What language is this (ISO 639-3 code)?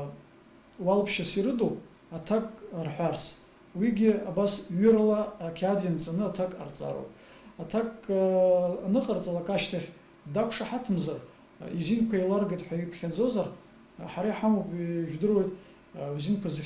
abk